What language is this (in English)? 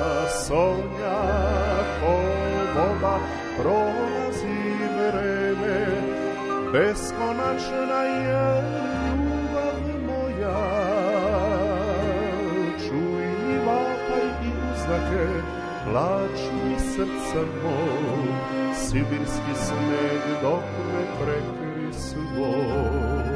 Serbian